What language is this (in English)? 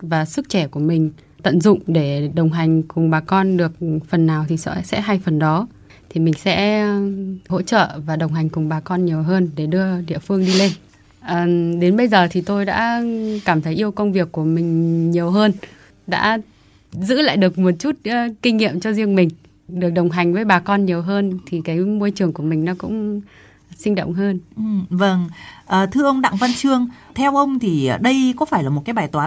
Vietnamese